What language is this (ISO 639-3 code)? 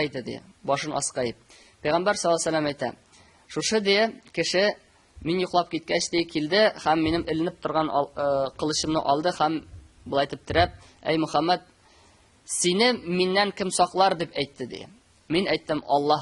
tat